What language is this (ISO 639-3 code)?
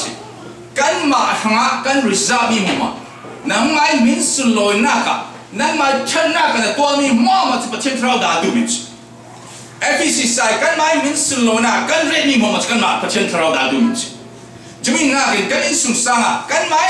cfm